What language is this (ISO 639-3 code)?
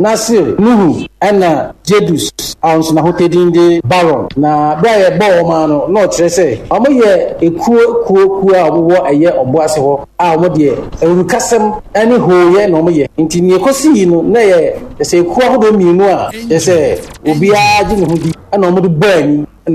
aka